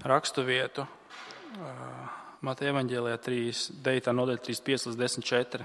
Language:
Latvian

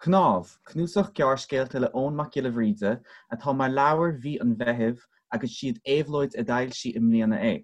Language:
Irish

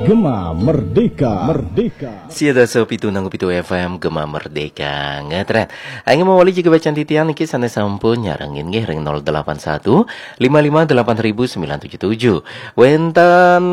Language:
Balinese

